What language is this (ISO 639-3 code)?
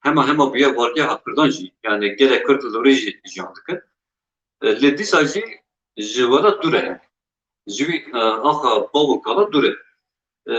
kur